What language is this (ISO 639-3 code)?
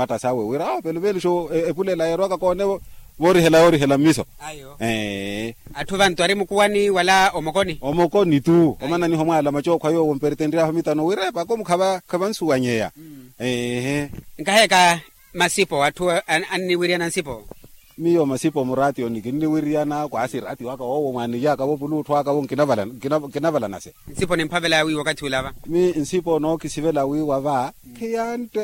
vmw